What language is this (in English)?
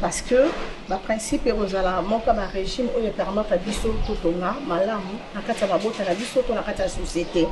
Lingala